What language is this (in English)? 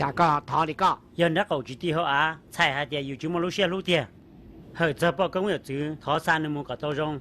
Hmong